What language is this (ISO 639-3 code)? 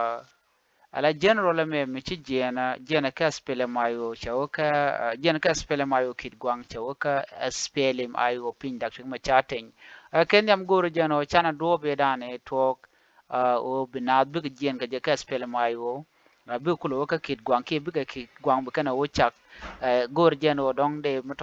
nus